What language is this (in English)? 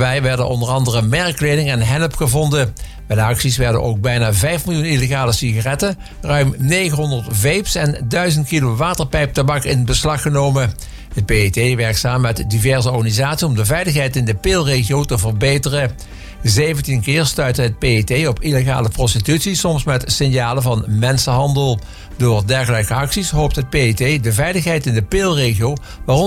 Dutch